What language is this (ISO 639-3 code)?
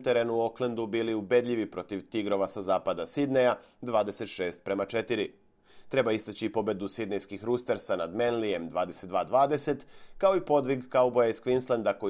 srp